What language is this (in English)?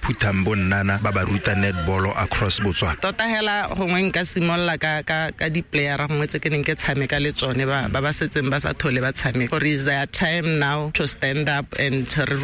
Tswana